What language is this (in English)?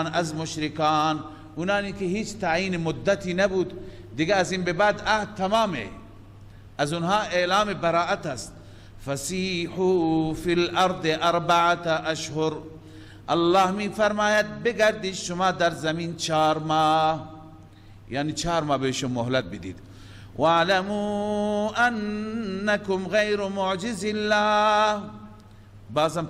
Persian